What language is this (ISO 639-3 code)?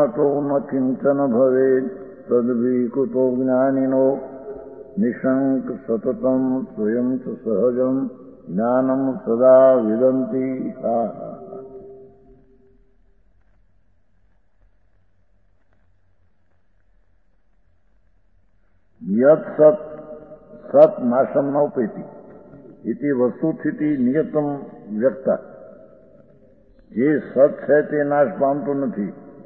guj